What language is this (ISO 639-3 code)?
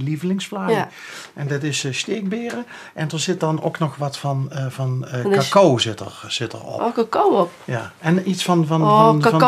lim